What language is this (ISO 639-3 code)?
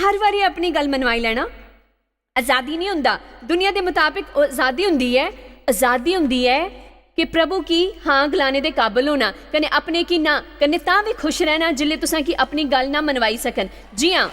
doi